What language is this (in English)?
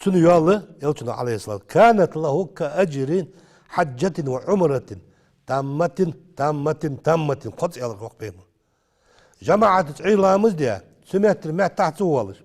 Ingush